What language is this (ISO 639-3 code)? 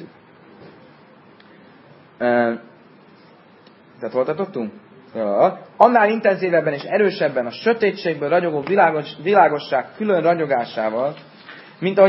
hun